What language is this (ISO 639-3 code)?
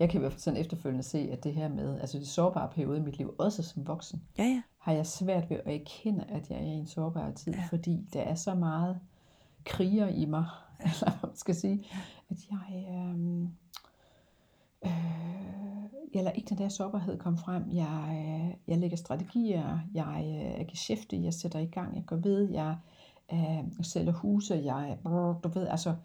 dan